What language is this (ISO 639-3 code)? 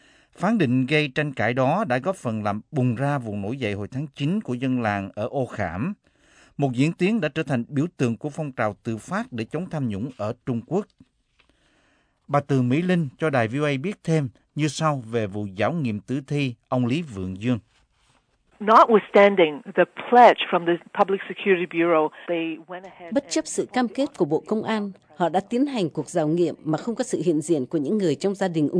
vie